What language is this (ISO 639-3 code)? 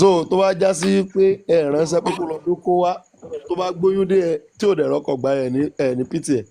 yor